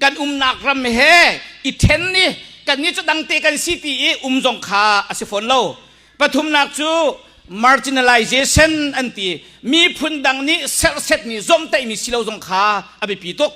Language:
Hakha Chin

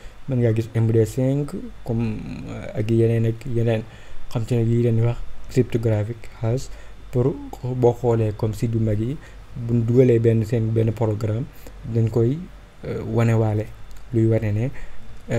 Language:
Wolof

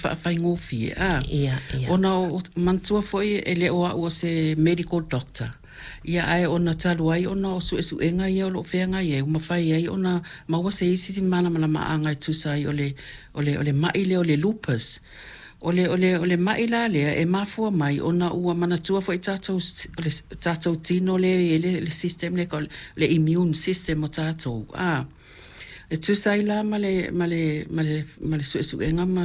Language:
Samoan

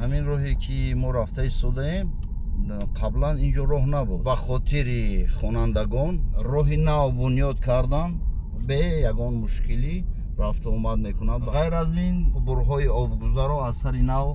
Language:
Tajik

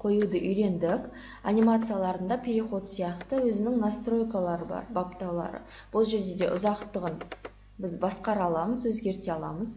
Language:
Kazakh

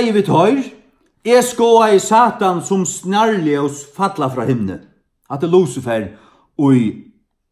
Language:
Faroese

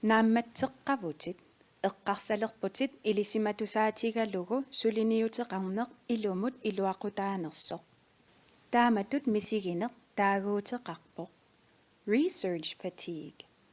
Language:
Kalaallisut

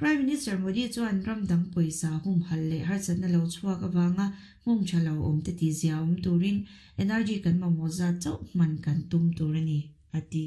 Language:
Mizo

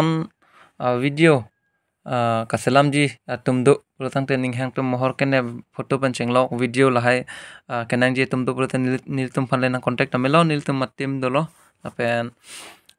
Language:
Karbi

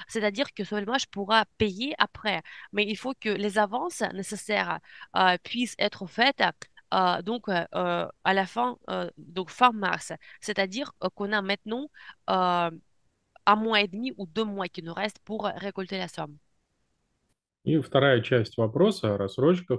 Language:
French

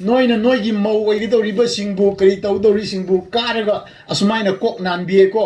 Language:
Manipuri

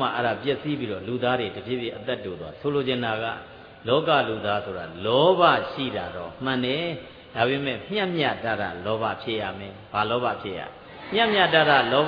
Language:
Burmese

